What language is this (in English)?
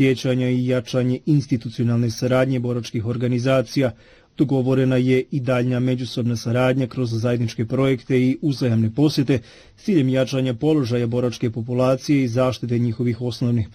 Bosnian